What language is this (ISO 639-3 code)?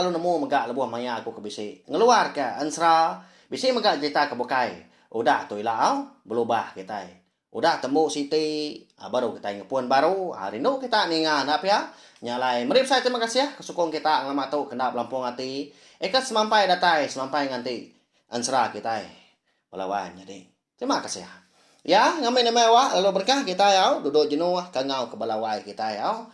iba